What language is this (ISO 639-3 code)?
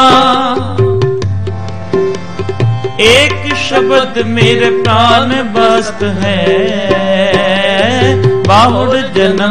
pan